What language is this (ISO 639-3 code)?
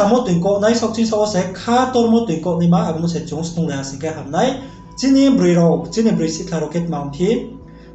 ria